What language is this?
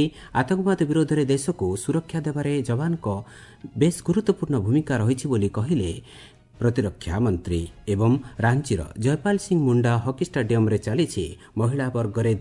Odia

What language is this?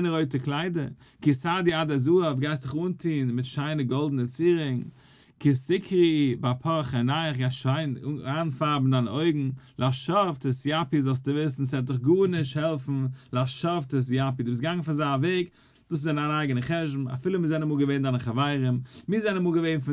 Yiddish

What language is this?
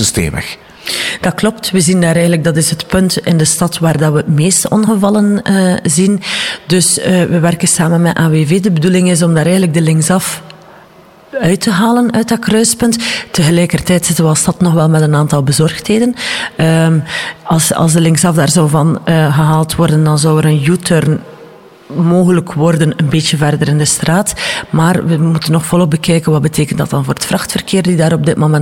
Dutch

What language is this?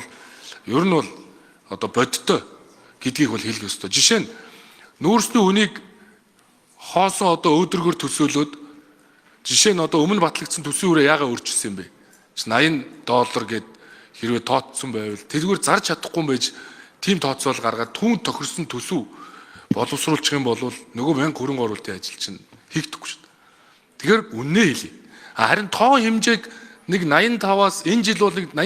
Mongolian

